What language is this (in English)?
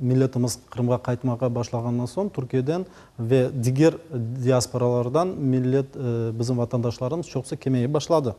Crimean Tatar